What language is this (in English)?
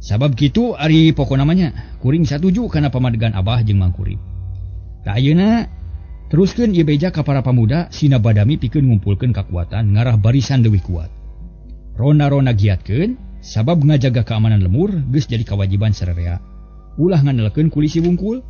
Sundanese